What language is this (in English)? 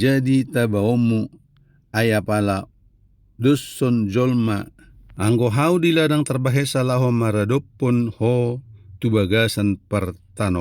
Batak Toba